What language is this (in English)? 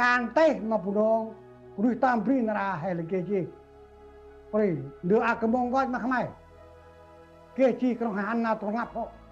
Central Mnong